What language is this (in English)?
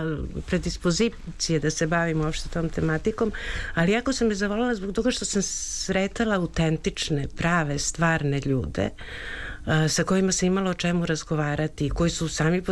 Serbian